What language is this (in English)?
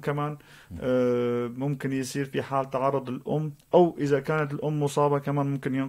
North Levantine Arabic